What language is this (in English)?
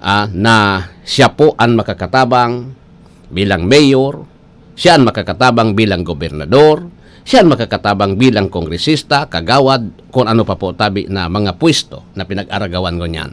Bikol